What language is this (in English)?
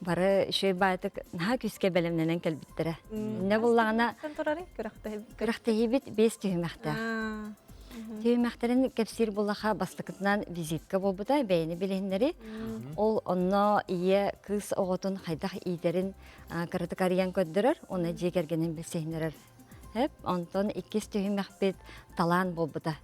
Yakut